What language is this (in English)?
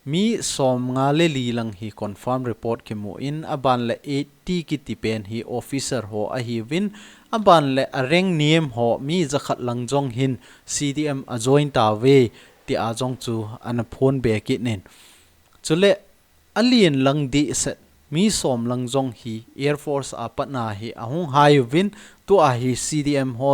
Thado Chin